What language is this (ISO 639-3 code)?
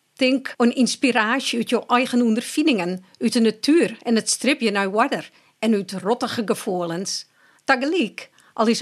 fry